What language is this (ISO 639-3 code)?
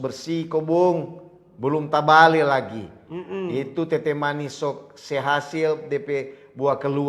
xmm